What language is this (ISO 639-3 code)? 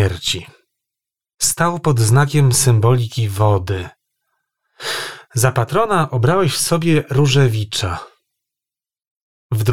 pol